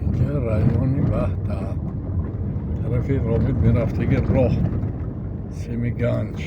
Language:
Tajik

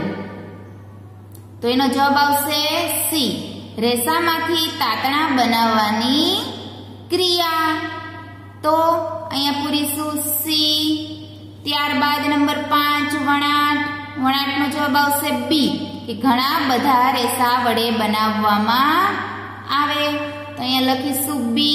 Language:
Gujarati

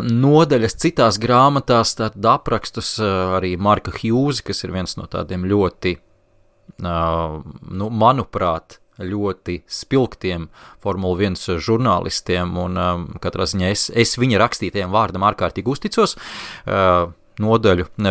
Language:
Latvian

